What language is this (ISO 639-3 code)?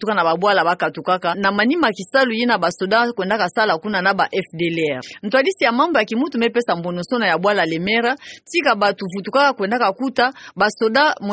ktu